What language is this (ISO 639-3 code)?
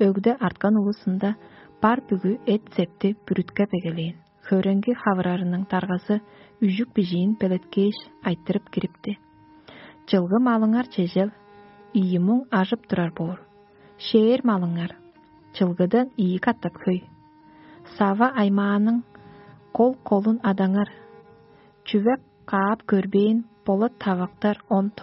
tyv